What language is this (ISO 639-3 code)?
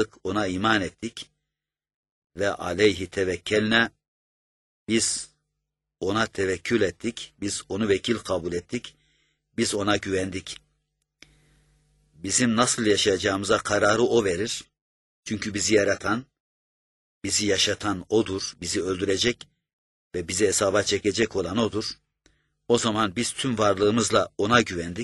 tur